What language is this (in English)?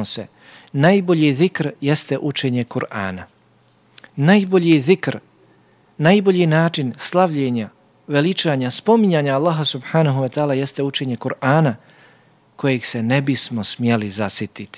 Bosnian